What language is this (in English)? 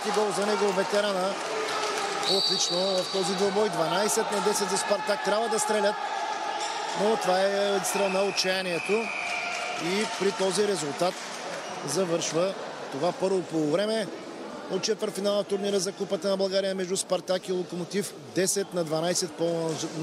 Bulgarian